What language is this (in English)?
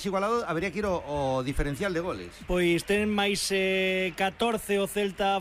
Galician